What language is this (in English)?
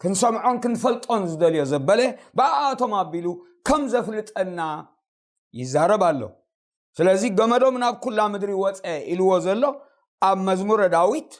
Tigrinya